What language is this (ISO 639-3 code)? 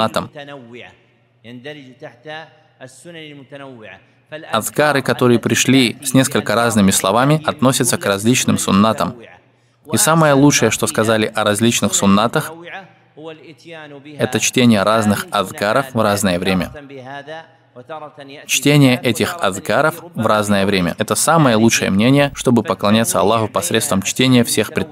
rus